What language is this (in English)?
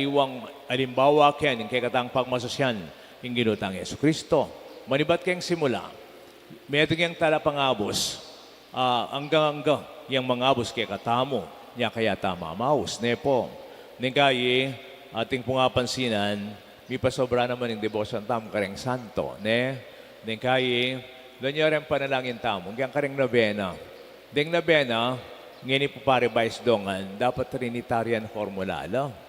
Pampanga